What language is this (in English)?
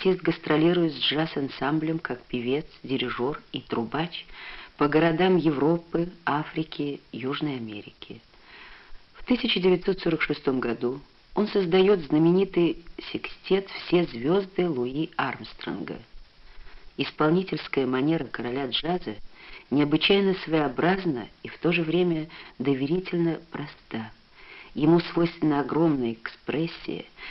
Russian